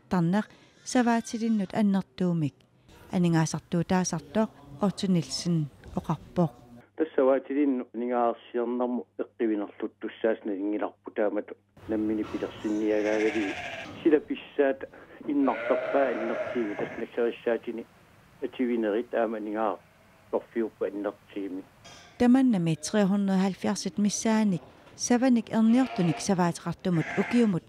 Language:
Kalaallisut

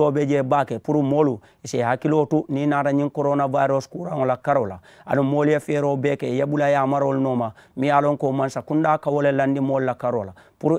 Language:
Mandingo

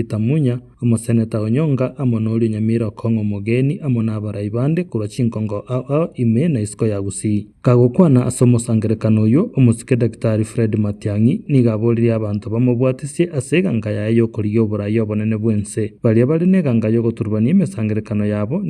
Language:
Gusii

